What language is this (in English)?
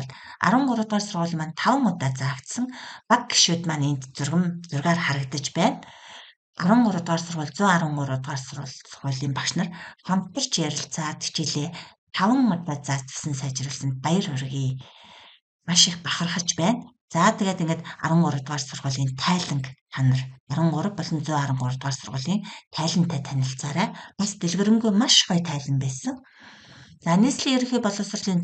Mongolian